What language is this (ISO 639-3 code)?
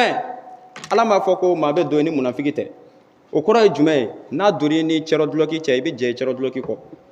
bam